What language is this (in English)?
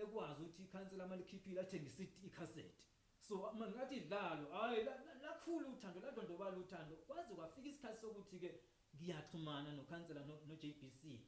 Zulu